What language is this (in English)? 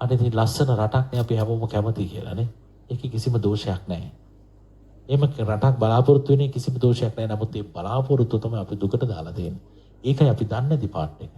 Sinhala